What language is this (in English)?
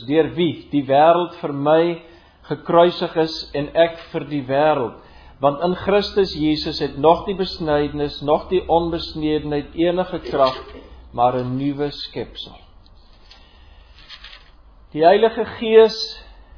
Afrikaans